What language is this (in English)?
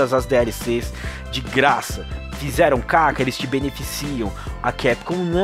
Portuguese